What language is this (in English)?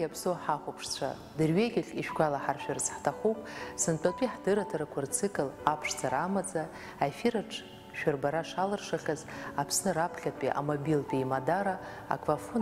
Abkhazian